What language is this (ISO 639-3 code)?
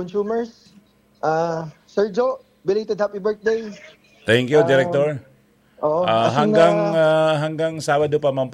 bik